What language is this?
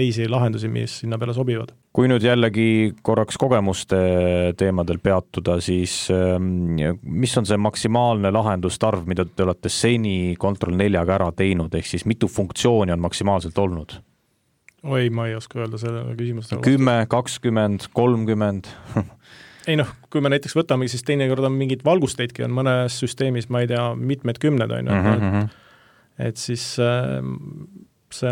Estonian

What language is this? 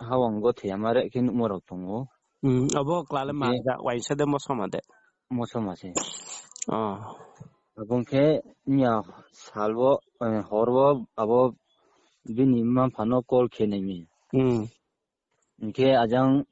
Riang (India)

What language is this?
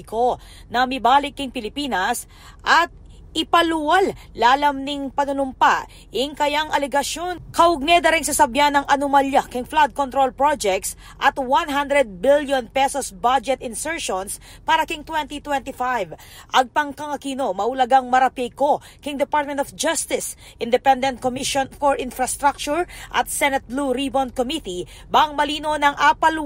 Pampanga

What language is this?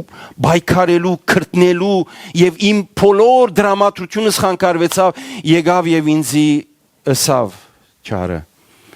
Western Armenian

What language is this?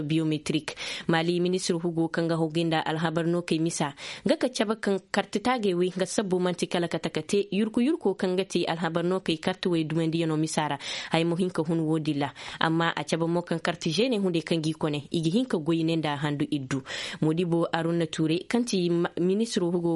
Zarma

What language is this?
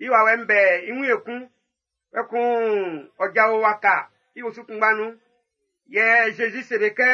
Baoulé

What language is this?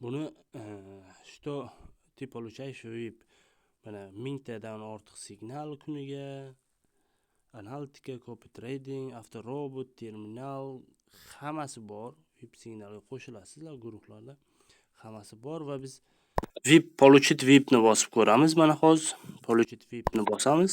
Uzbek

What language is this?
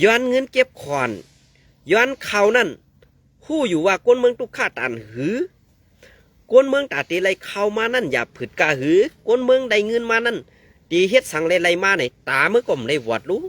Shan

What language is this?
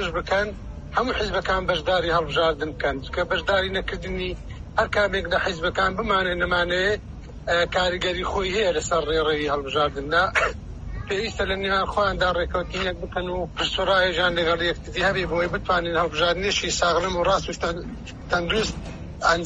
Central Kurdish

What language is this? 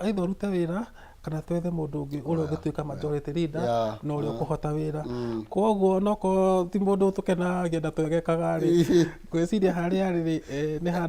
Kikuyu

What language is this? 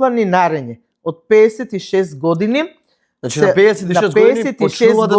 Macedonian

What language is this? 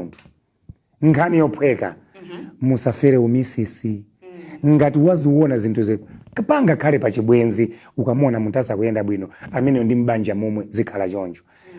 Nyanja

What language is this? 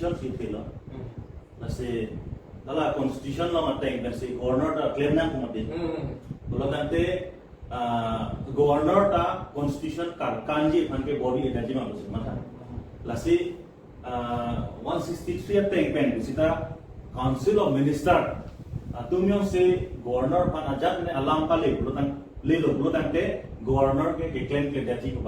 Karbi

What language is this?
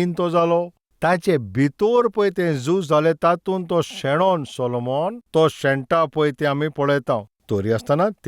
Konkani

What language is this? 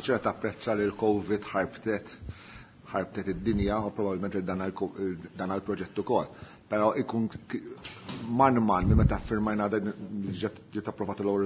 Maltese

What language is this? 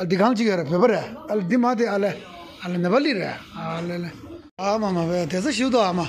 Tibetan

